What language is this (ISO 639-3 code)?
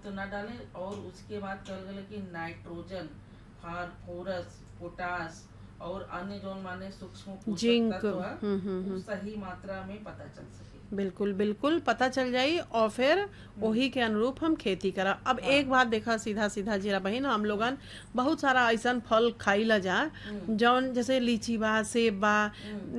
bho